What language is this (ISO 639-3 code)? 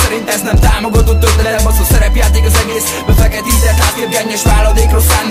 hun